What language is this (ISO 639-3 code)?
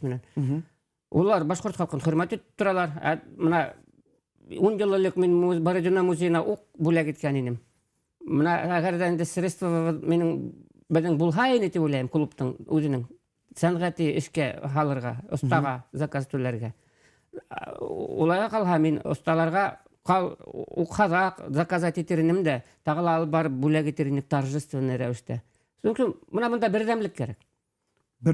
bak